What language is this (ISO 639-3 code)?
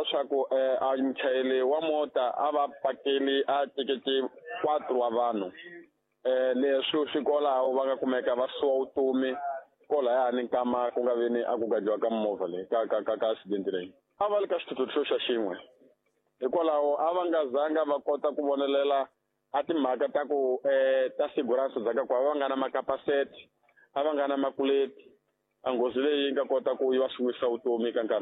tso